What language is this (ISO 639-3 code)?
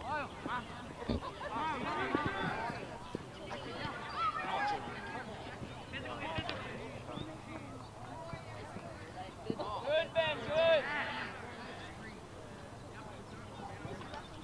eng